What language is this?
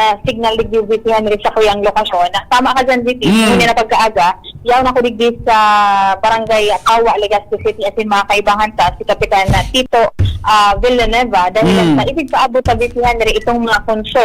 Bikol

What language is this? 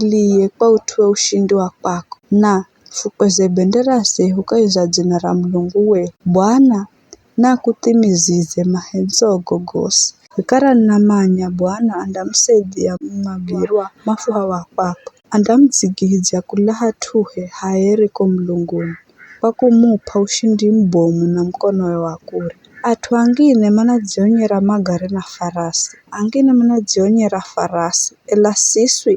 Giryama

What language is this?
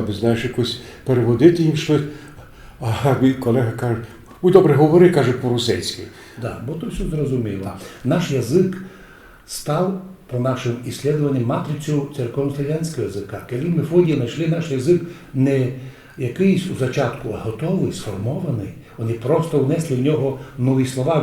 Rusyn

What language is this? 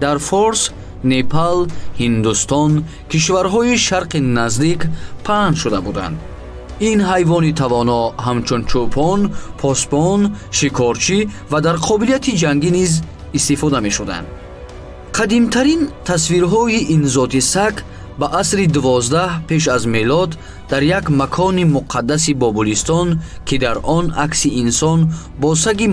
Tajik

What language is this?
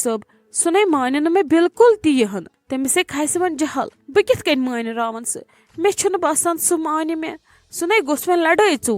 Kashmiri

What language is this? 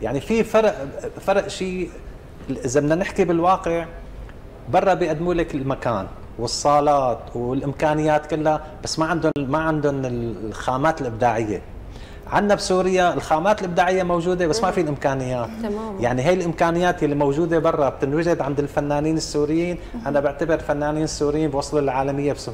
North Levantine Arabic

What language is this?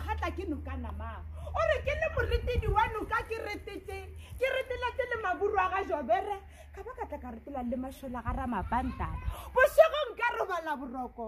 Northern Sotho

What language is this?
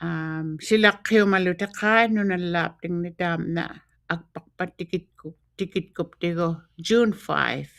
Western Canadian Inuktitut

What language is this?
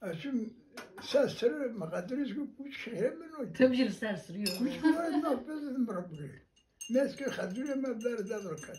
Kurdish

